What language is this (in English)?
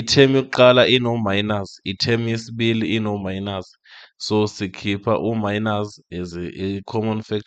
Zulu